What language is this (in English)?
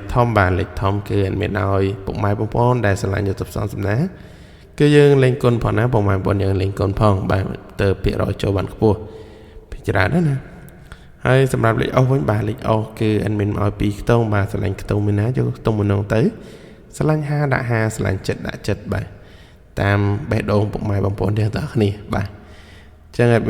Khmer